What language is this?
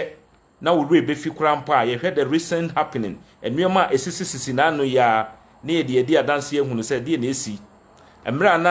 Akan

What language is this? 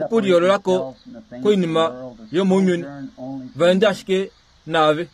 Kuanyama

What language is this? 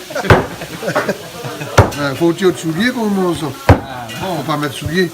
Réunion Creole French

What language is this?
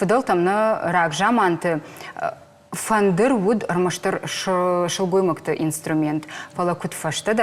Ossetic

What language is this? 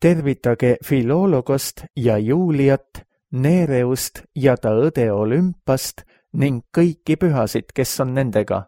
Estonian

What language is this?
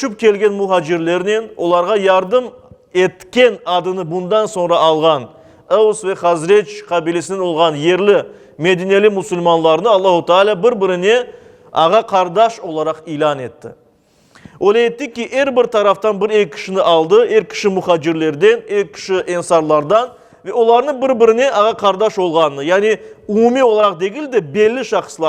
Crimean Tatar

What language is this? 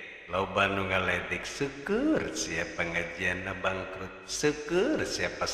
Sundanese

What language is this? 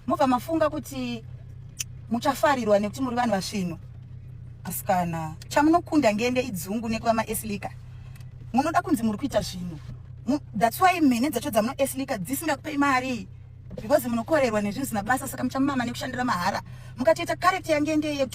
Shona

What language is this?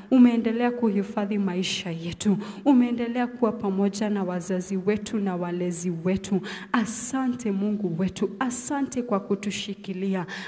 Swahili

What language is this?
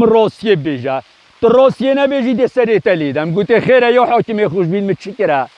Kurdish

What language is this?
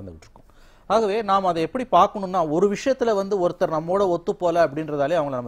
Tamil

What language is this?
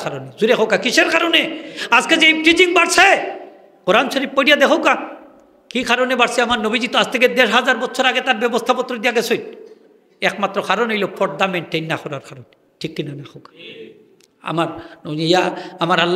Sylheti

